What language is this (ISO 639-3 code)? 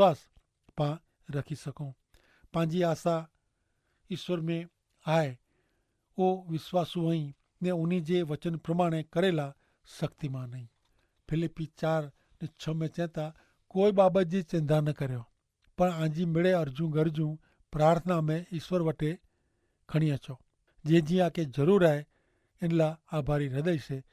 kfr